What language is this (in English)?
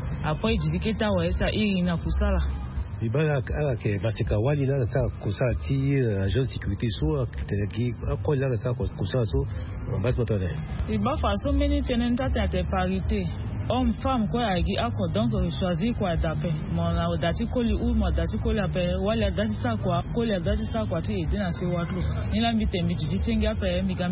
Sango